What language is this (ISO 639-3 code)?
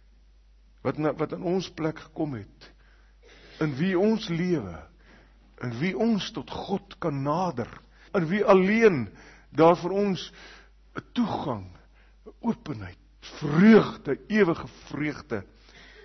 afr